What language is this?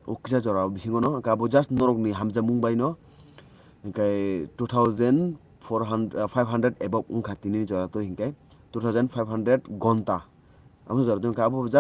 Kok Borok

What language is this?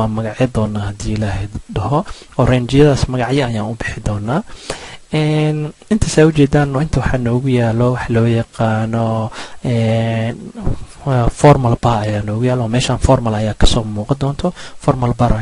Somali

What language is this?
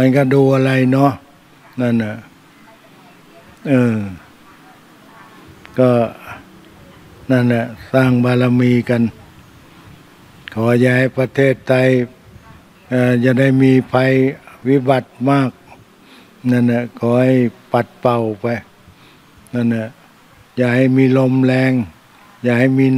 Thai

